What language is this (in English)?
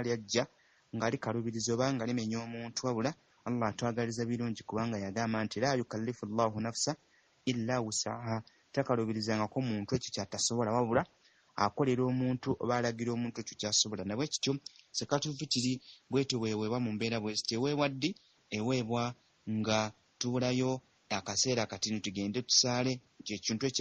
Ganda